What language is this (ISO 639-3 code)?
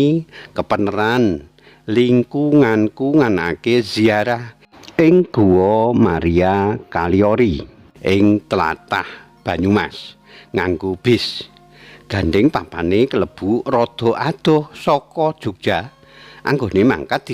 jav